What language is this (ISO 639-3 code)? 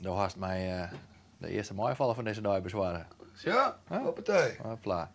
fry